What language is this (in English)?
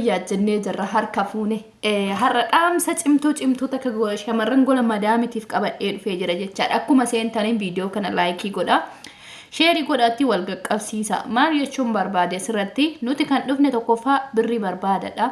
Oromo